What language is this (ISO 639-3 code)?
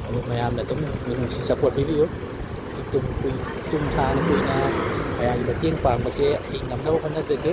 mni